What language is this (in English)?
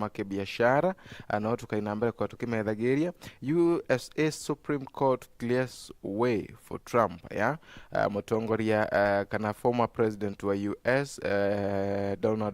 Meru